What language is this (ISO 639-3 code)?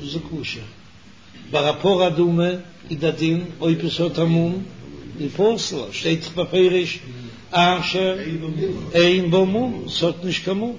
yid